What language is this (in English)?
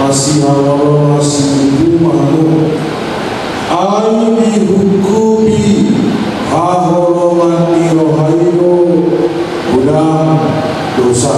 Batak Toba